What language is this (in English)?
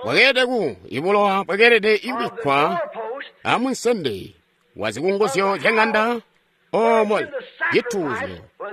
Tonga (Zambia)